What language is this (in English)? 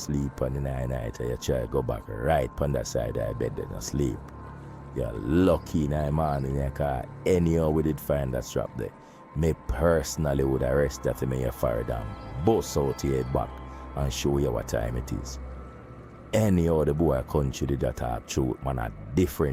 Jamaican Creole English